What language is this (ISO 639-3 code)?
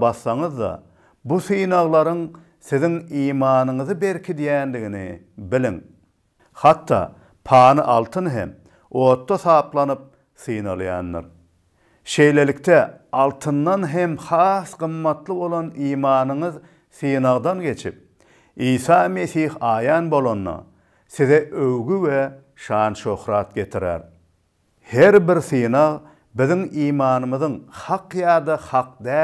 tuk